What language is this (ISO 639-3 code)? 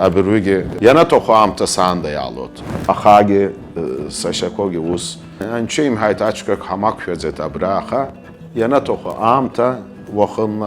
abk